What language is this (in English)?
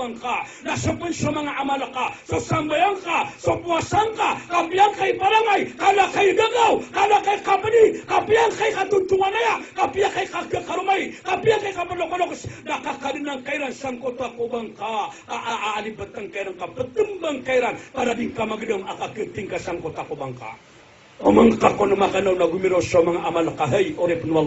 Maranao